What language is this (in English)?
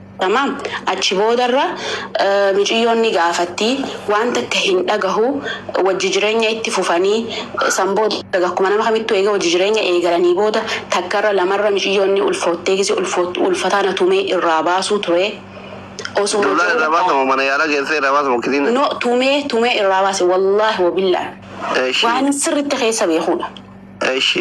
Oromo